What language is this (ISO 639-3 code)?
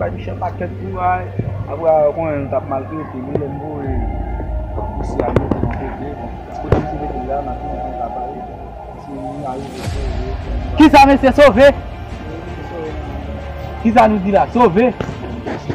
hat